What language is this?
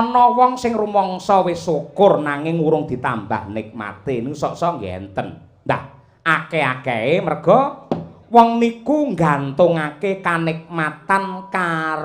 Javanese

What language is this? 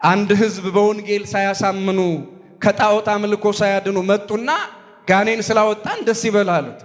Amharic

